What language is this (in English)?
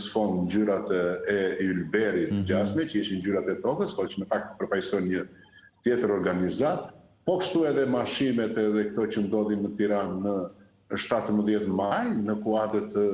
Albanian